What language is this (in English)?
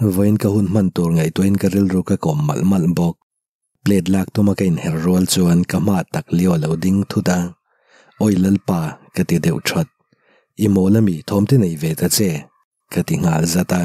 Mizo